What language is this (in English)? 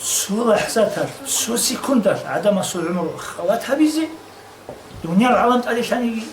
Avaric